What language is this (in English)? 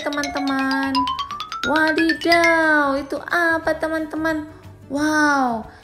Indonesian